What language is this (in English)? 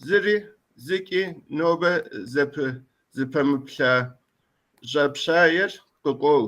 Kabardian